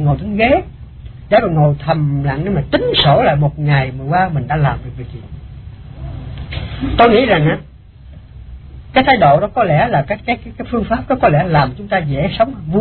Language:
Vietnamese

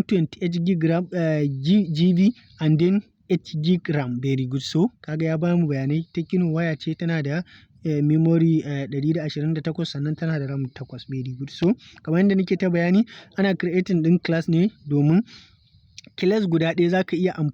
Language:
Hausa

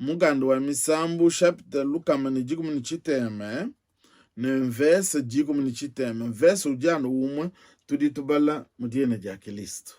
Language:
Luba-Lulua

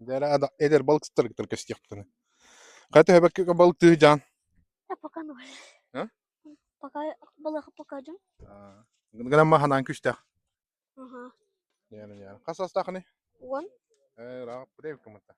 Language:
Yakut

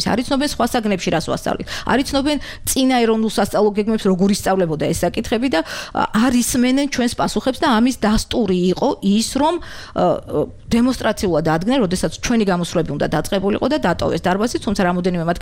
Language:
Georgian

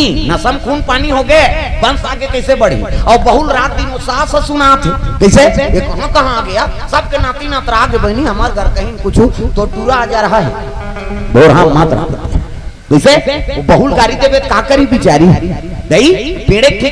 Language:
Chhattisgarhi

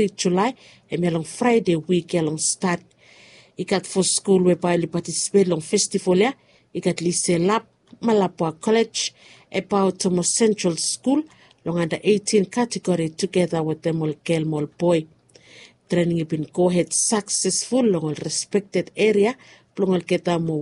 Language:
Bislama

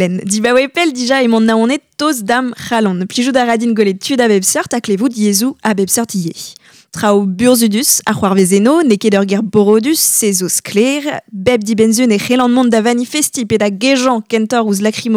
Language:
Breton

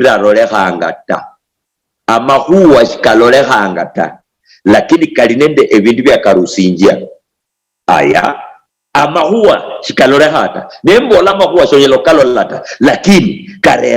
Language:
Luyia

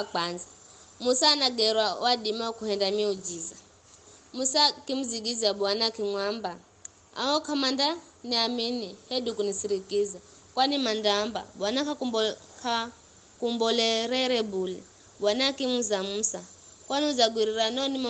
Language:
Giryama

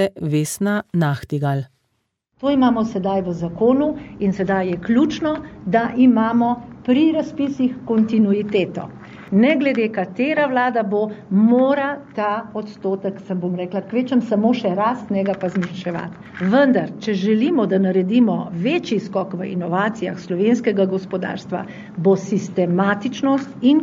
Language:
Slovenian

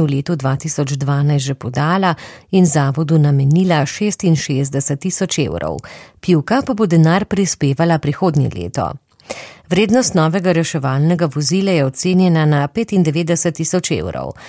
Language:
Slovenian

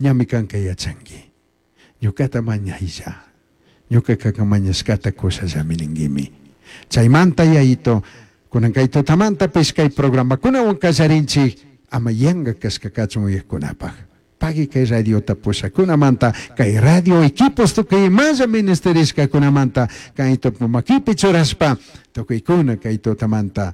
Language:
Chimborazo Highland Quichua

